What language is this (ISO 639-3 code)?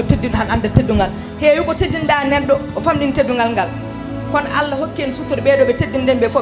ful